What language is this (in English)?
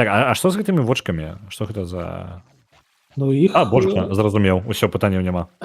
Belarusian